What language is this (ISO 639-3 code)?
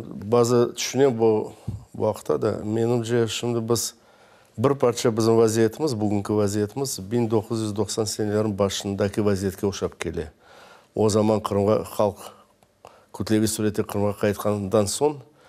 crh